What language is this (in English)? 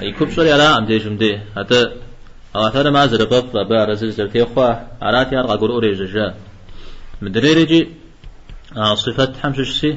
Kabardian